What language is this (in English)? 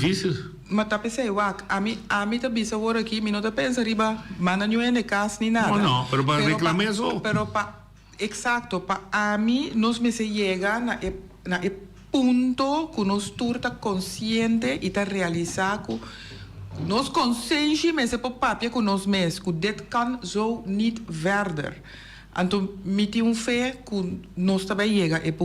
Papiamento